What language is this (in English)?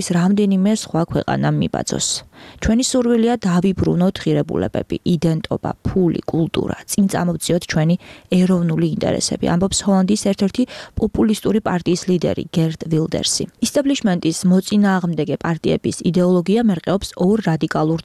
Georgian